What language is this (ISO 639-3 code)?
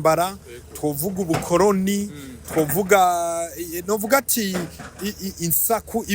run